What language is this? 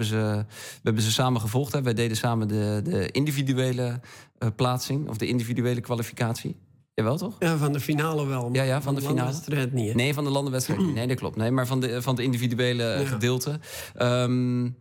Dutch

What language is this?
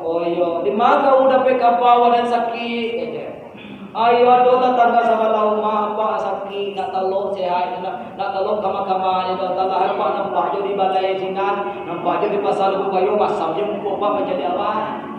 Minangkabau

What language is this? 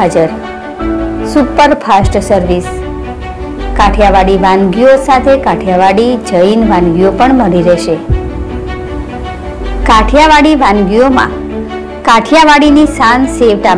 Gujarati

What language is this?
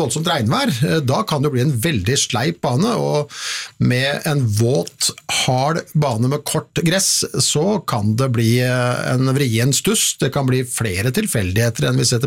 Norwegian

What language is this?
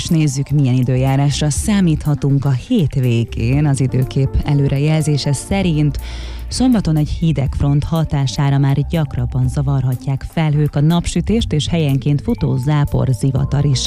Hungarian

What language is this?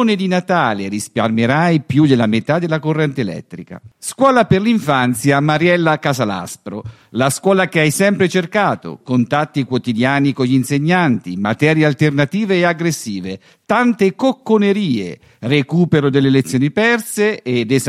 Italian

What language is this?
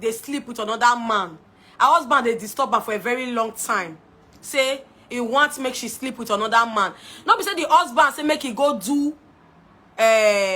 Nigerian Pidgin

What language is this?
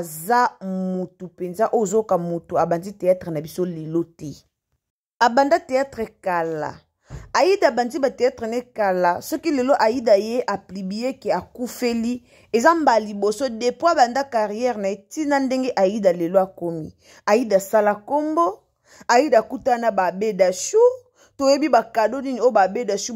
Lingala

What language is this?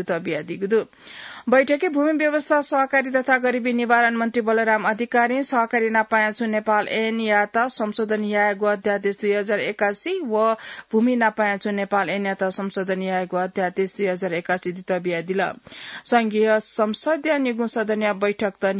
Newari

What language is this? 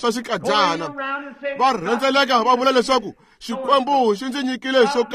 Tsonga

